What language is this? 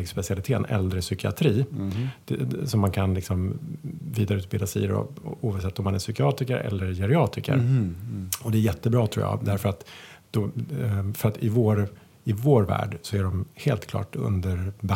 Swedish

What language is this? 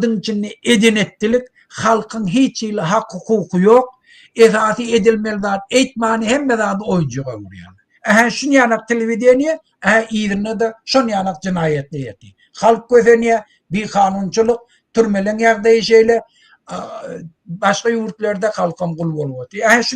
Turkmen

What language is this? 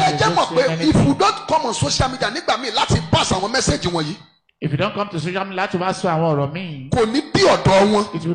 Yoruba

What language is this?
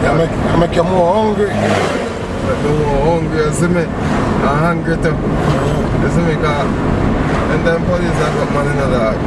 Jamaican Creole English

